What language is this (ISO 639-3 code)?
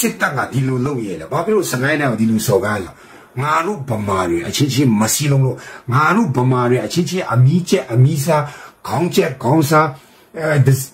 mya